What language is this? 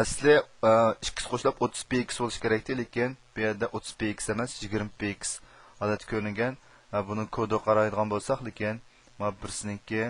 Uyghur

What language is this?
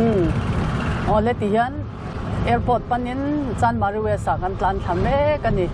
Mizo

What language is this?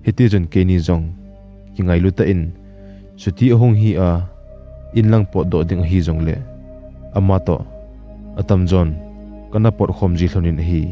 Thado Chin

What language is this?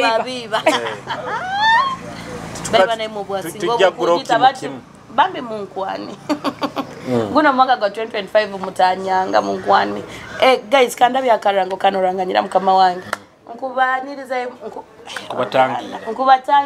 Nyoro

